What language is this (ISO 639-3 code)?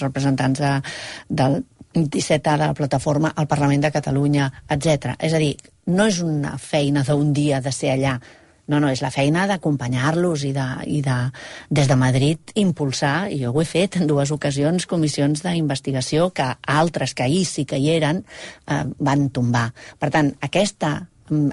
cat